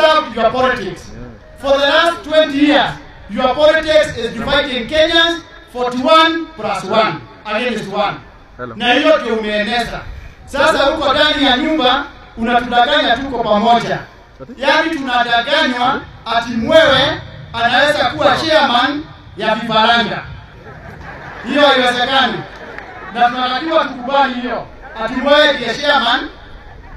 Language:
Swahili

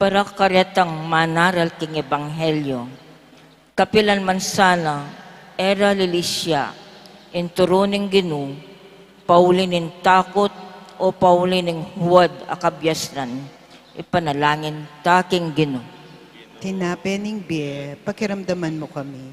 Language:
Pampanga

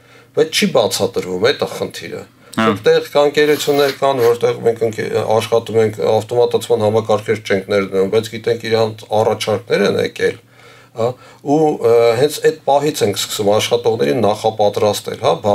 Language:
Armenian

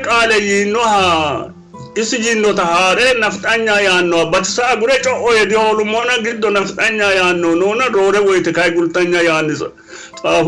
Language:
Sidamo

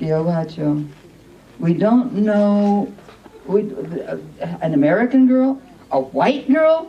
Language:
Luo (Kenya and Tanzania)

